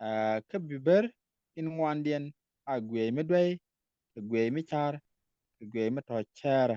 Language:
Nuer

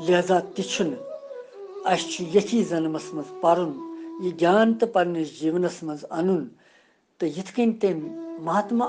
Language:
Kashmiri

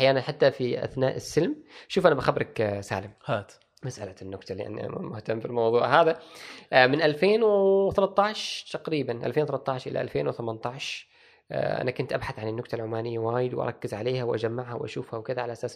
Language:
Gulf Arabic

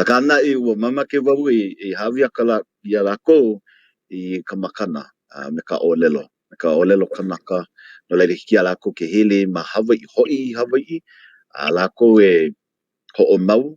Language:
Hawaiian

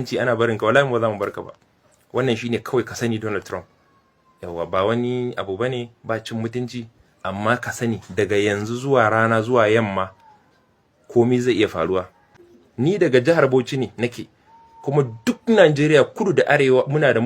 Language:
Hausa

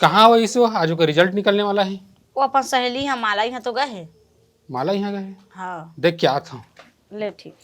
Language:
Chhattisgarhi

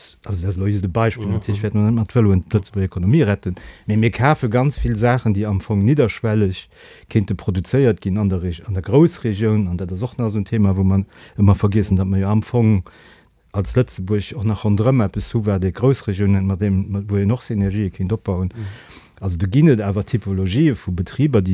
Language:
Luxembourgish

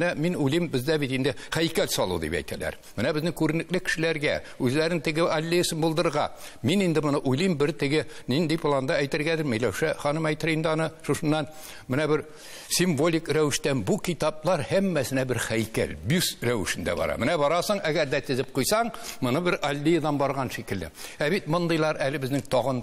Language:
Tatar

